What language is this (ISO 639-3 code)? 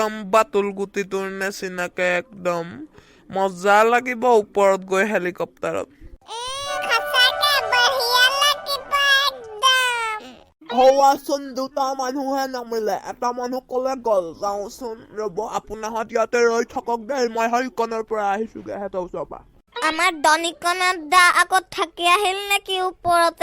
asm